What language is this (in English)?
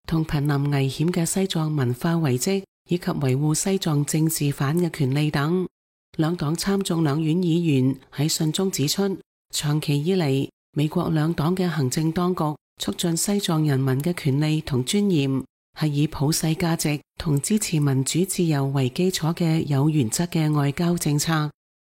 Cantonese